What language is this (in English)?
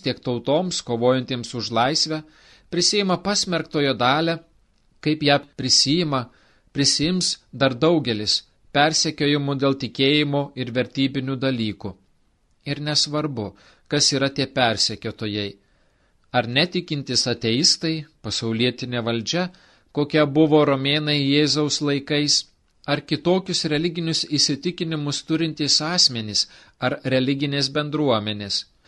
Lithuanian